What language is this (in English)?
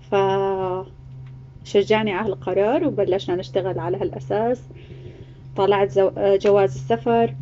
North Levantine Arabic